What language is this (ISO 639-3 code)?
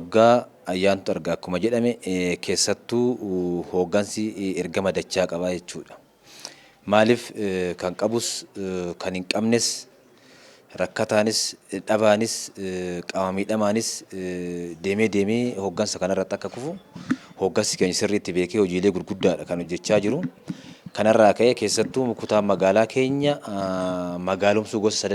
orm